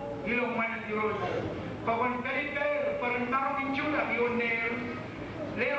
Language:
Marshallese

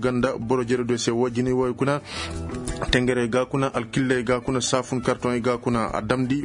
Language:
Koyraboro Senni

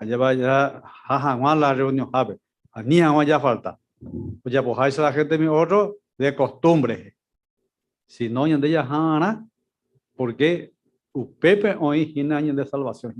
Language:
Guarani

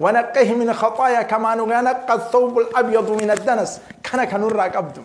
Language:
Oromo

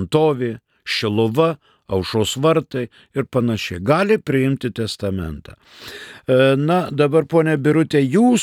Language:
Lithuanian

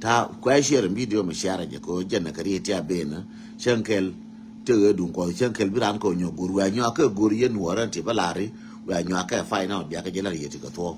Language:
Nuer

